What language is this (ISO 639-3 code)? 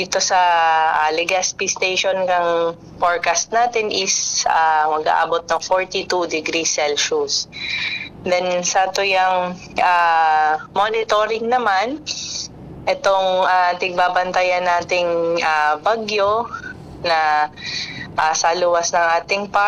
bik